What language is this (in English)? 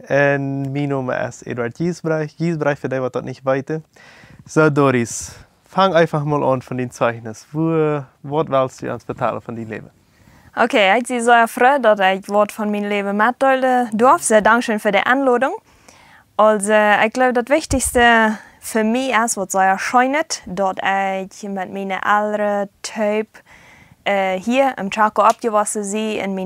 Plautdietsch